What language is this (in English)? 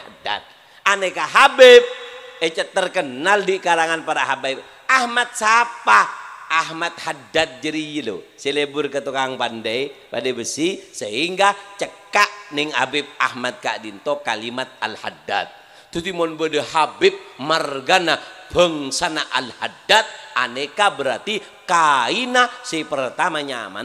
Madurese